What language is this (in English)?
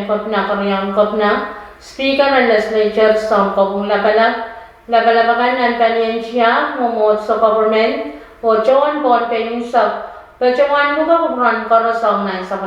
Pohnpeian